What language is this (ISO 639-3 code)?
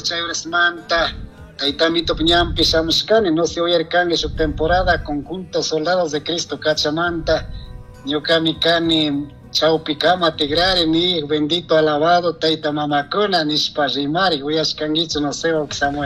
qug